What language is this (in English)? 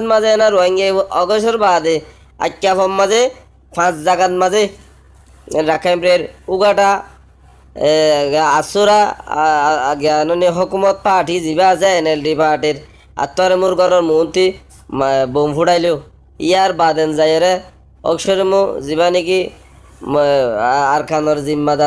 Rohingya